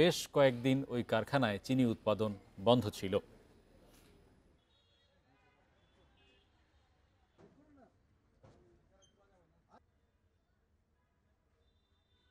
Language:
Bangla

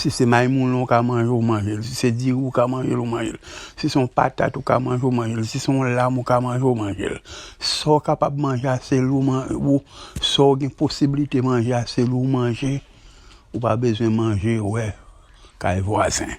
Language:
Haitian Creole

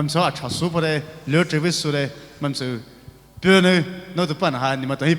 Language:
Poumei Naga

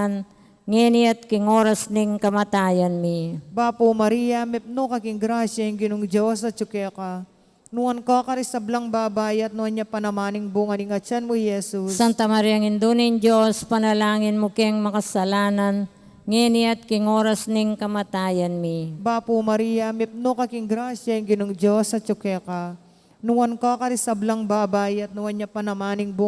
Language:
Pampanga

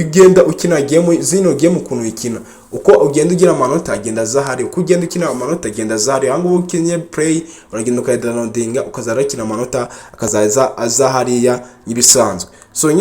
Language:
Kinyarwanda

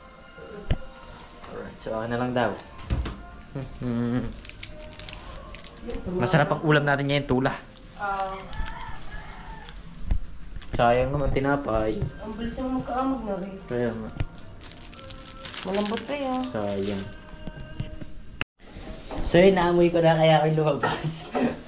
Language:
Filipino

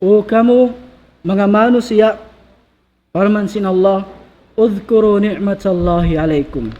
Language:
Tausug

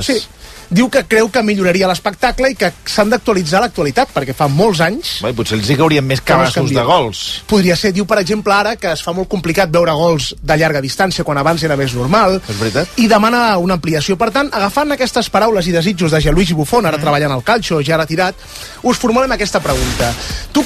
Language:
Catalan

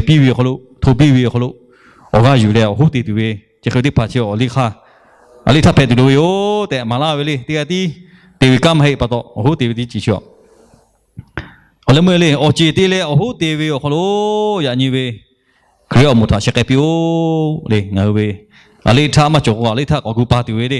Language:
Lahu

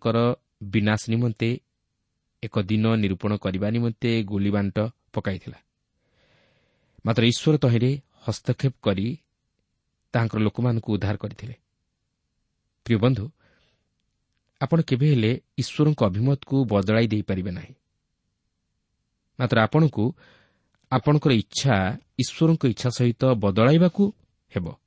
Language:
Odia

